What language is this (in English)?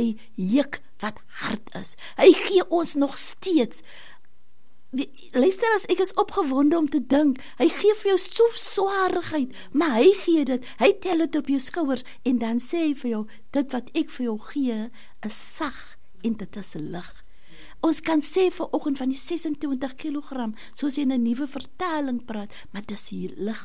Afrikaans